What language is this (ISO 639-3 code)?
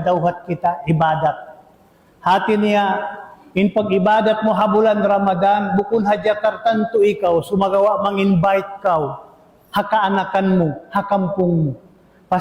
tsg